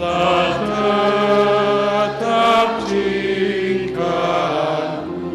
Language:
Batak Karo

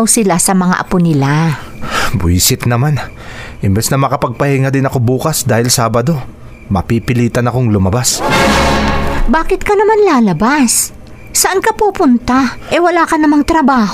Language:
Filipino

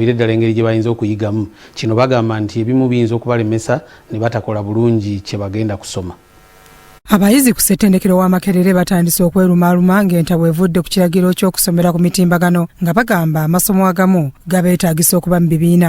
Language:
Ganda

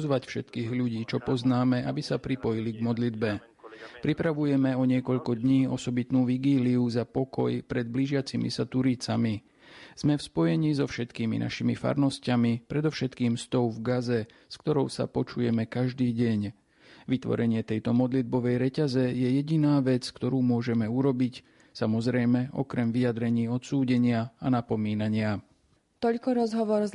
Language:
Slovak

